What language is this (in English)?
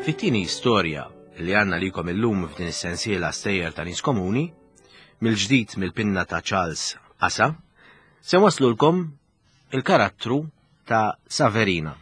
Maltese